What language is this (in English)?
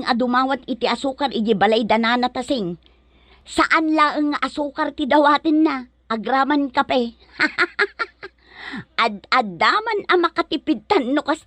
Iloko